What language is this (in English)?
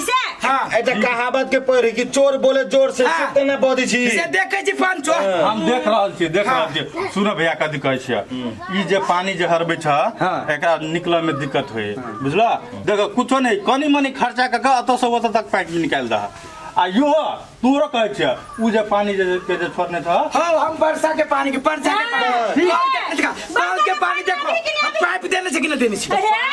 Maithili